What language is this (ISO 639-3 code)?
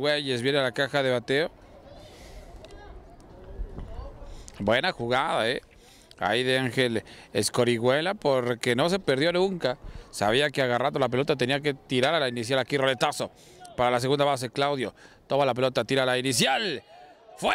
spa